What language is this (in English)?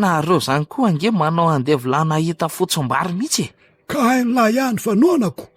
Malagasy